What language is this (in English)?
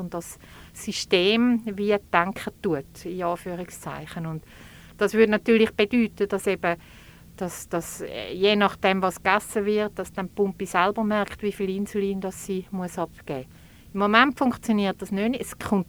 German